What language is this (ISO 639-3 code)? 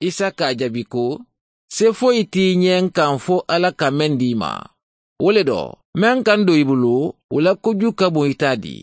man